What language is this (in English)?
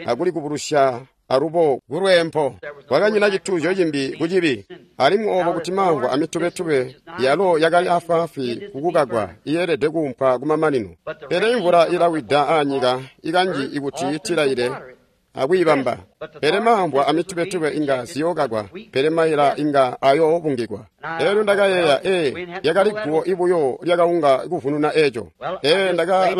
Tonga (Zambia)